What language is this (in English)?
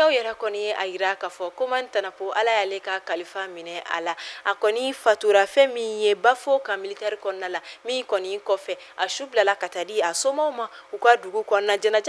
Bambara